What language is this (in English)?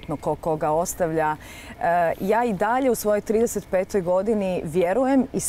Croatian